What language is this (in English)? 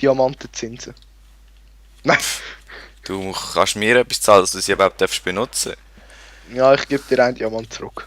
Swiss German